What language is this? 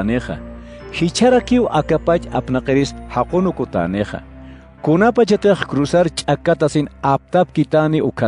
Aymara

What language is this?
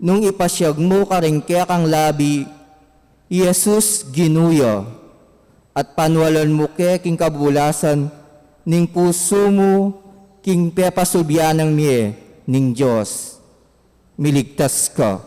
Pampanga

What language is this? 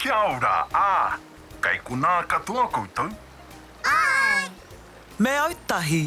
Māori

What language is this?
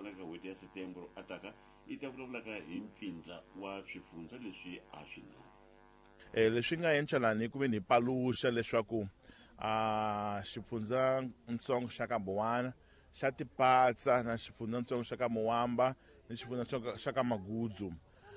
Tsonga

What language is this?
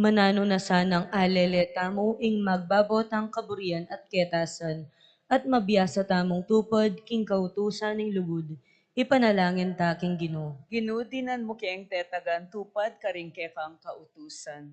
Pampanga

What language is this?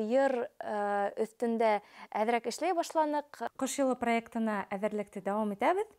Bashkir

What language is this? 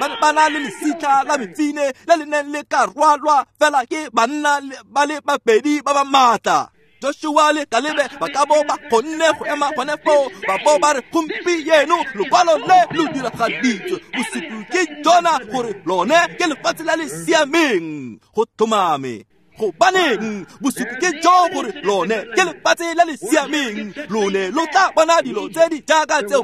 Tswana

